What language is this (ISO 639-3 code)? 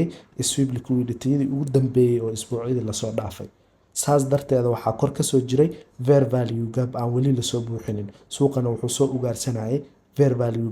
som